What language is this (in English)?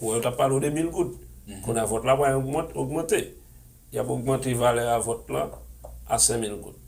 Haitian Creole